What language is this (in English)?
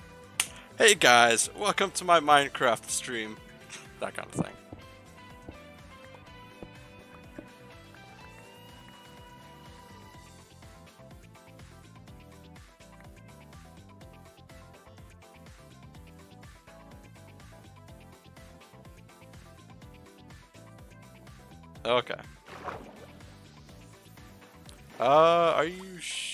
English